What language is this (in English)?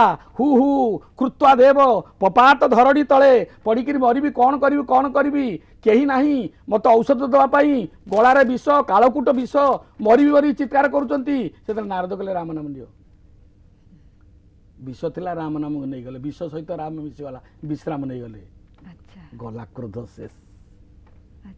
Odia